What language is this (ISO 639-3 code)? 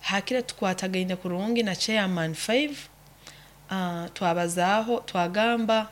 nyo